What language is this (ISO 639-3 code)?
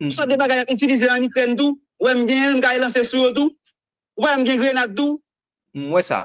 hat